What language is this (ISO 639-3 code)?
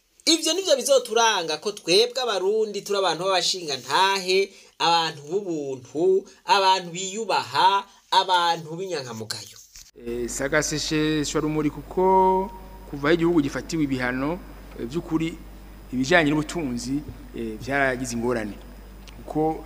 run